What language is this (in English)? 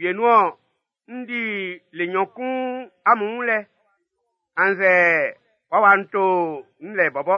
Baoulé